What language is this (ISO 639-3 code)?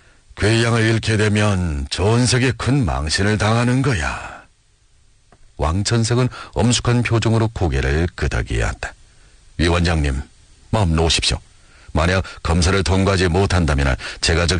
kor